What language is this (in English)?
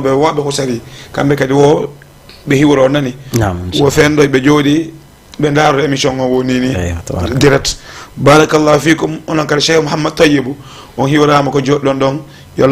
Fula